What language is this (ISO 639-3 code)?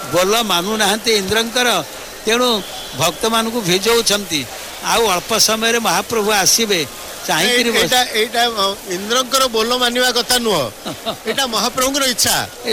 ori